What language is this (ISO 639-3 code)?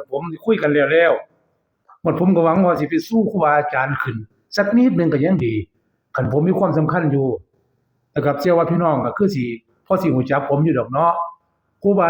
tts